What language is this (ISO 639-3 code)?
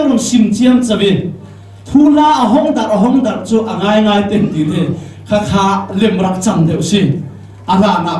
cfm